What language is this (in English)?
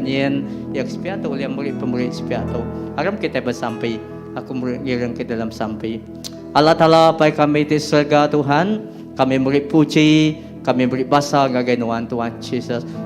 Iban